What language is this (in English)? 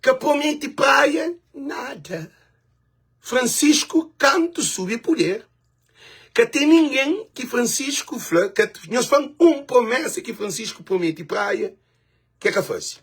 Kabuverdianu